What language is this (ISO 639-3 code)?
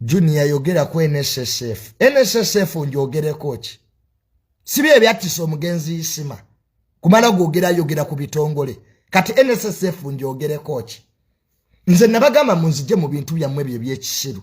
lug